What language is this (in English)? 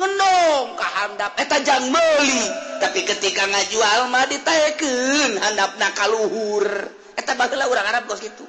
Sundanese